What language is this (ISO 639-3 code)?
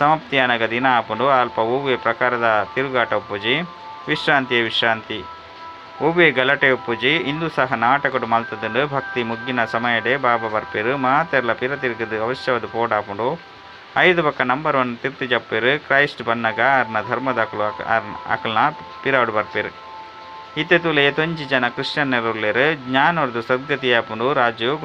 tcy